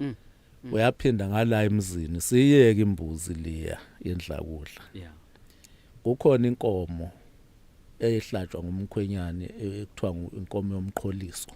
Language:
Zulu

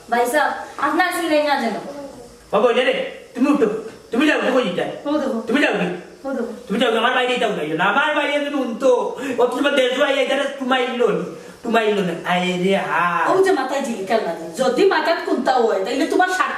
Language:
Sylheti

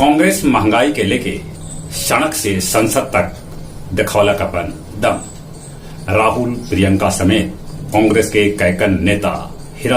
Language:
Magahi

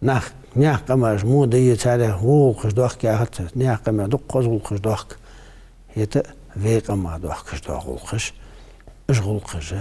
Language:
Ingush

